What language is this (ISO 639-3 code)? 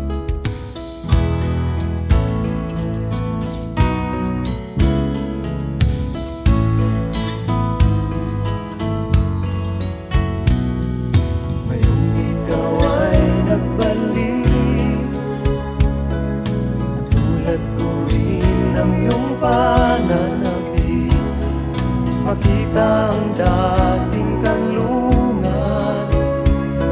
fil